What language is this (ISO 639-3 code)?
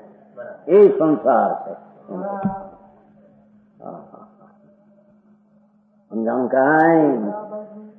guj